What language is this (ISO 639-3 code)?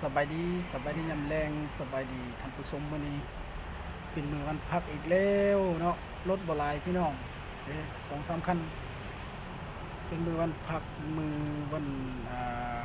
lao